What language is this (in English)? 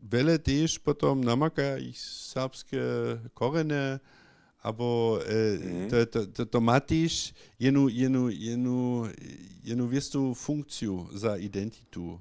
Upper Sorbian